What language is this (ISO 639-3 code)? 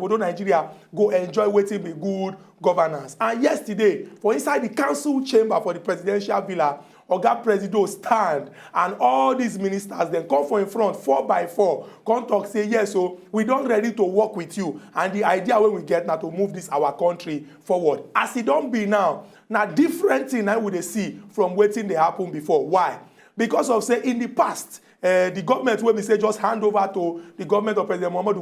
pcm